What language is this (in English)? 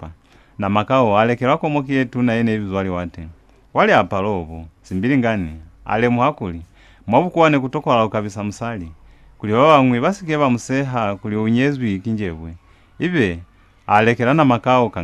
Lozi